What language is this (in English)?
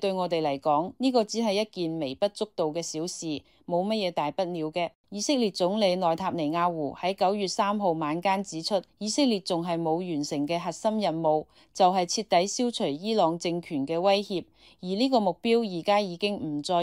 Cantonese